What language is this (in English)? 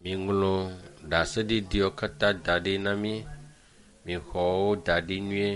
Ewe